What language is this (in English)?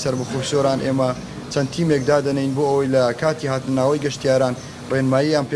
Central Kurdish